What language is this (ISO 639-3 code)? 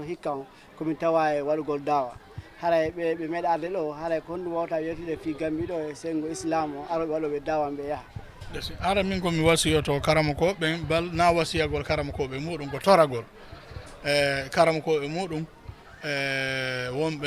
ful